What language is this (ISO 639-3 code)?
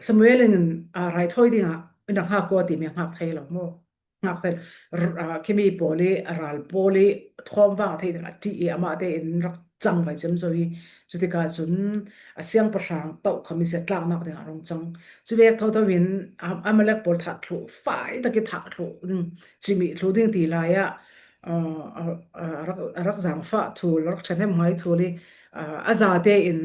cfm